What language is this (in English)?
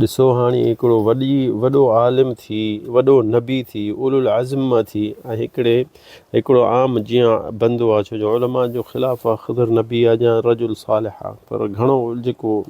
Sindhi